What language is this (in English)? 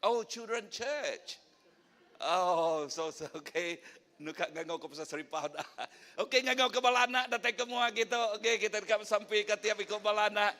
Iban